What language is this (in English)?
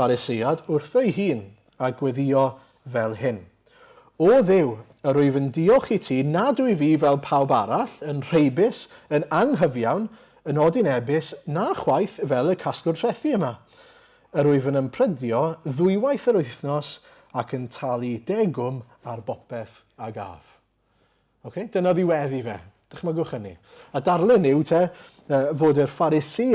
Welsh